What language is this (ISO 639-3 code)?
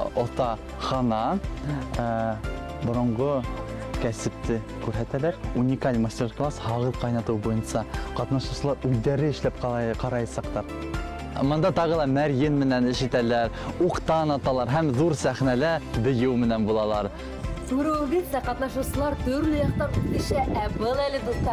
bak